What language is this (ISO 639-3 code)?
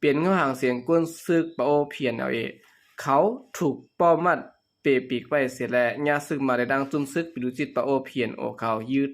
shn